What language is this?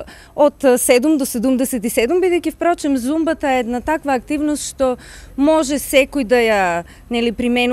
Macedonian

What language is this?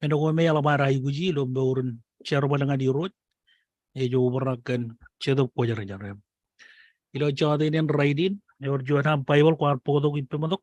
Marshallese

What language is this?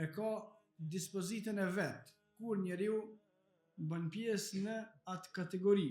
Albanian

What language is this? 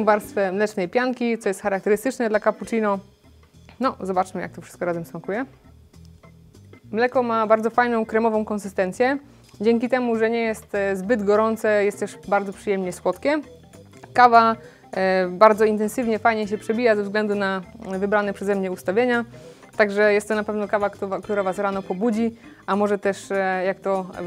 Polish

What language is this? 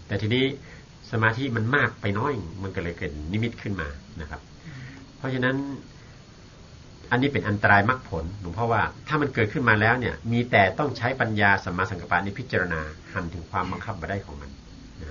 Thai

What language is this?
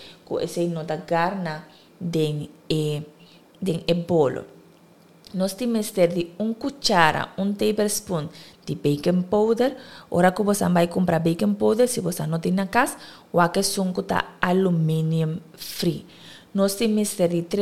Papiamento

